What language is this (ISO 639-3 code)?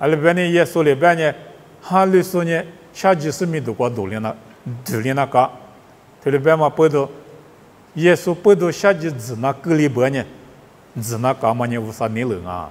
lis